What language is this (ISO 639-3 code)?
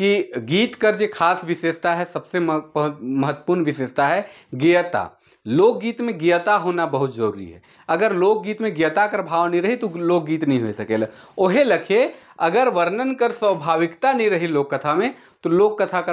sck